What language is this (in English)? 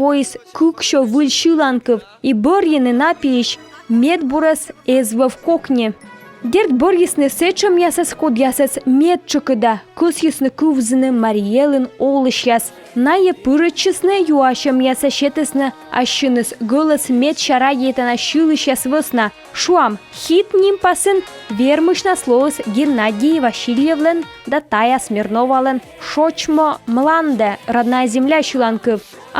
Komi